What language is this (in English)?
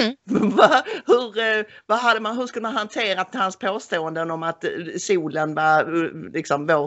Swedish